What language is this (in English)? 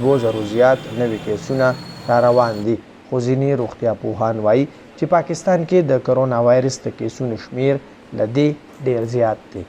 Pashto